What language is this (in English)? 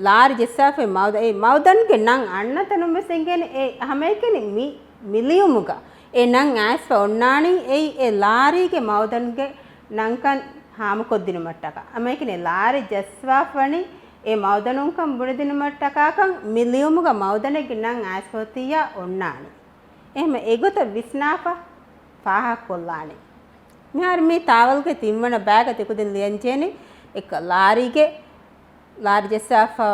Divehi